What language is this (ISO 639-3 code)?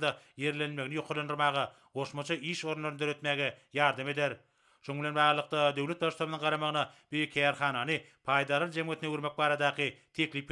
tuk